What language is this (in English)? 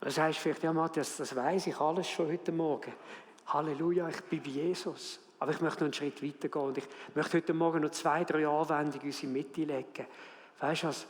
Swiss German